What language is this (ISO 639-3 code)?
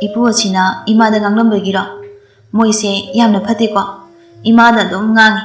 mni